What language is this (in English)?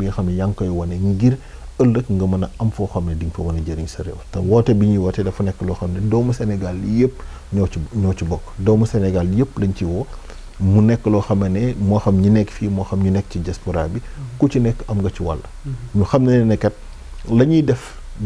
Wolof